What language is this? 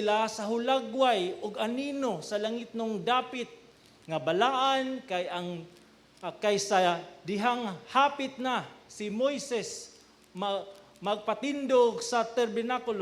Cebuano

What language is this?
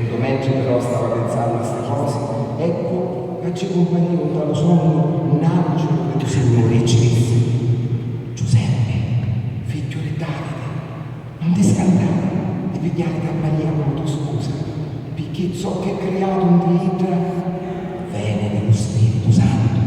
Sicilian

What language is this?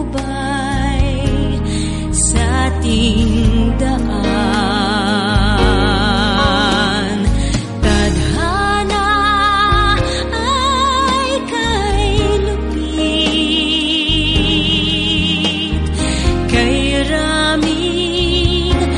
Filipino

